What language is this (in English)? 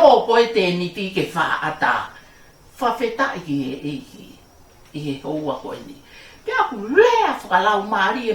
Tongan